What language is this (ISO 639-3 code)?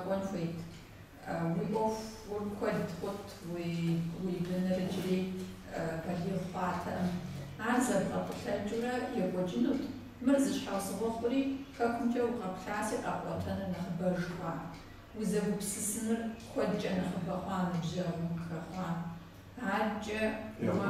kbd